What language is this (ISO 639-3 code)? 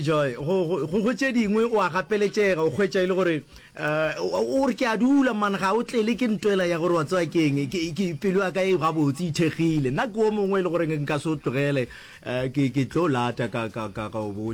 nso